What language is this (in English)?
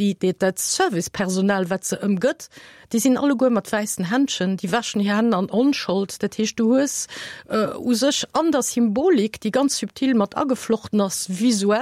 Luxembourgish